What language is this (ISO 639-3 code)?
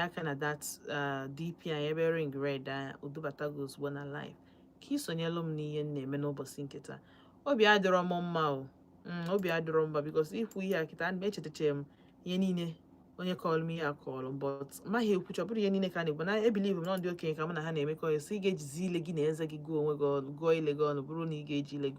ibo